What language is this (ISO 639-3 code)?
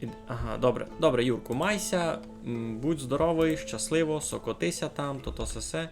rue